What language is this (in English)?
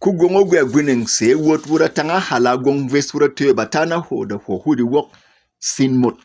Berom